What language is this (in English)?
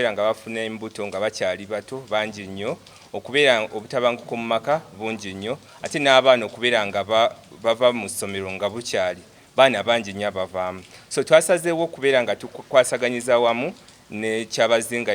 Soga